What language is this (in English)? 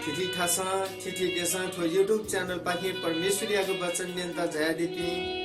Newari